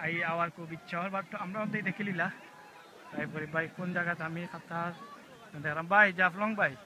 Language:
Sylheti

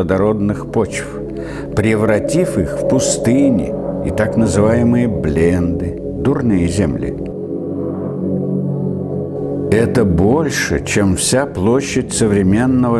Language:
Russian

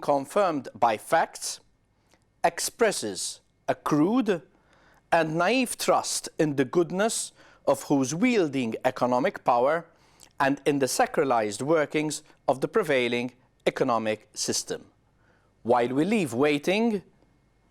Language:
English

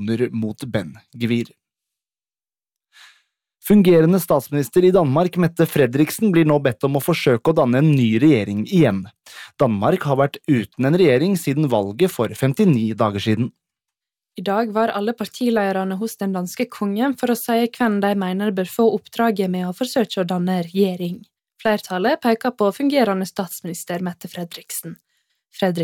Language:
Norwegian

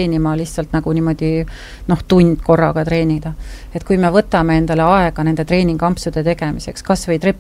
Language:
Estonian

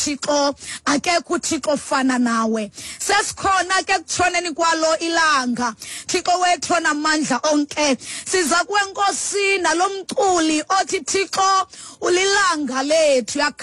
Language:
Xhosa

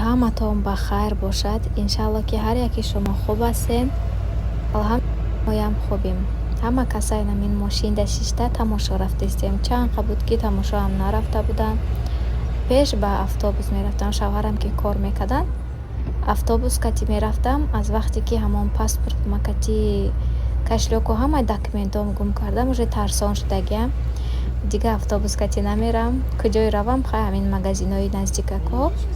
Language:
Tajik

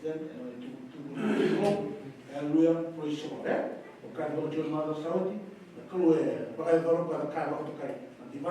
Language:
Fijian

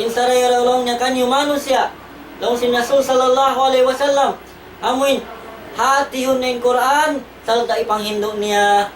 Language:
Tausug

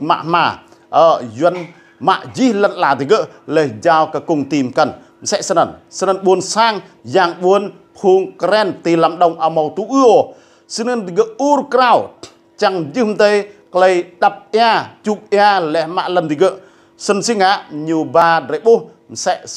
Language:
Rade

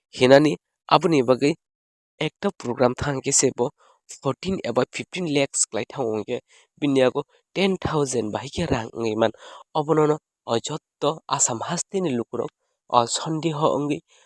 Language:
Kok Borok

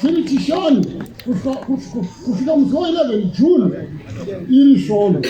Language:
Shona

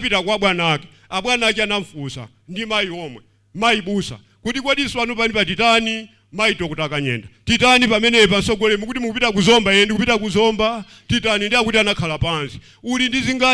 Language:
Nyanja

